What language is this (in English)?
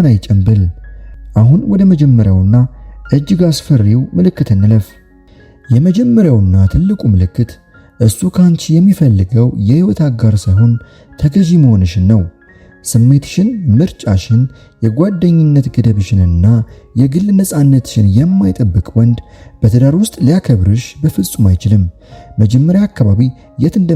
Amharic